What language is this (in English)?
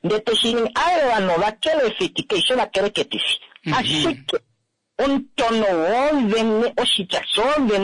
Kuanyama